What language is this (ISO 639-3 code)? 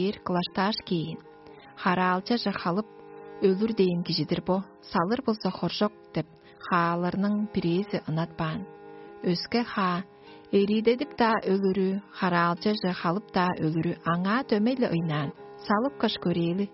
tyv